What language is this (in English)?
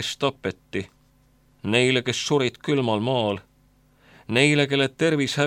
Estonian